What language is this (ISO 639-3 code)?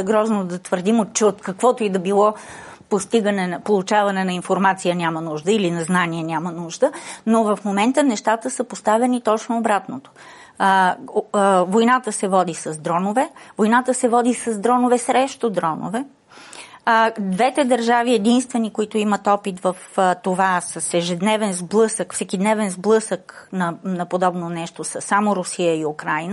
bul